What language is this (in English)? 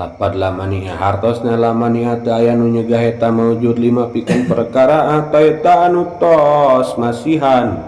Sundanese